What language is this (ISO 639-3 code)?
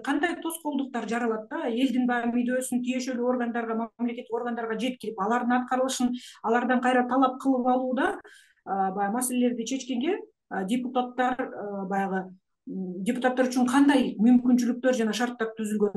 kir